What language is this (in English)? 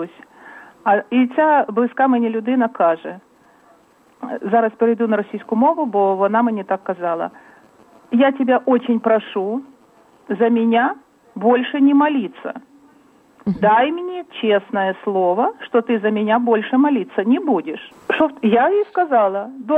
Ukrainian